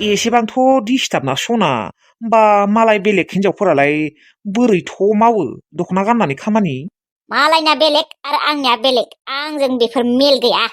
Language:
Bodo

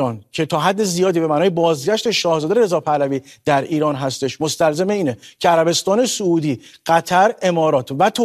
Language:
Persian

